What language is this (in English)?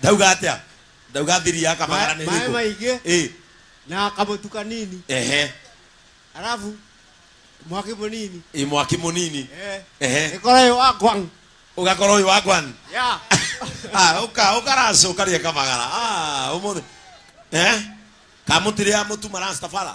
Kikuyu